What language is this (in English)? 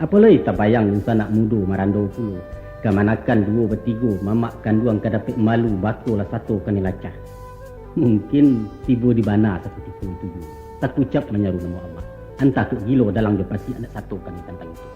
Minangkabau